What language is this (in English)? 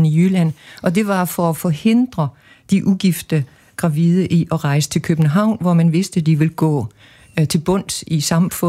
Danish